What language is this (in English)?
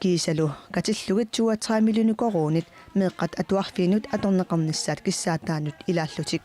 Kalaallisut